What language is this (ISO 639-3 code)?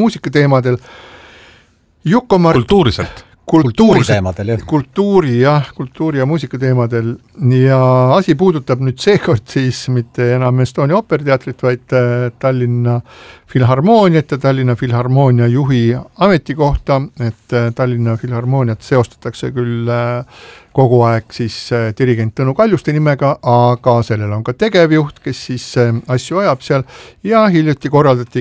est